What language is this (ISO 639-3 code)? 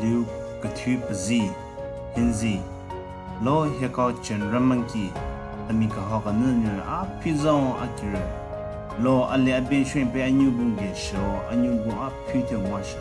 nre